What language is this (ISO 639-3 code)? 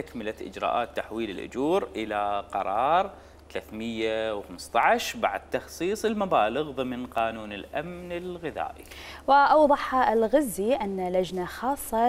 acm